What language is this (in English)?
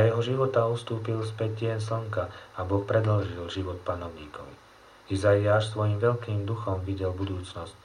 Slovak